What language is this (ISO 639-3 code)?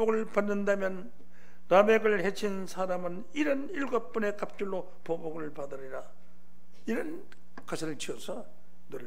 kor